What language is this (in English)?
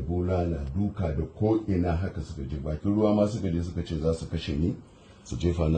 Hausa